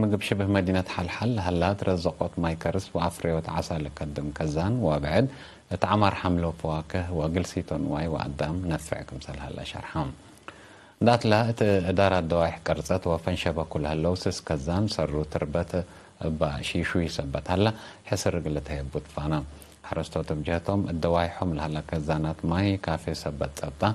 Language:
Tigre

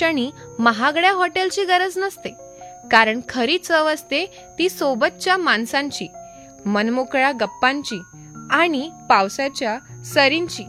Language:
Marathi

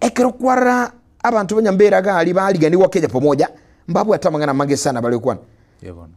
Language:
Gusii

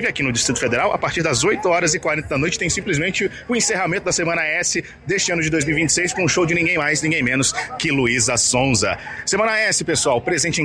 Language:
Portuguese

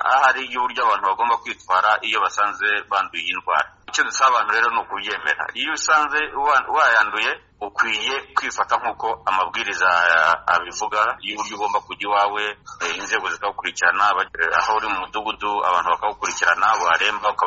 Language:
Kinyarwanda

